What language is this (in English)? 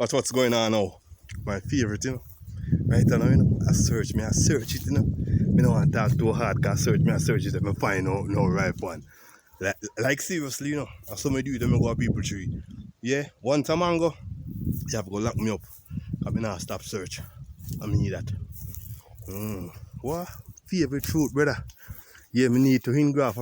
Jamaican Creole English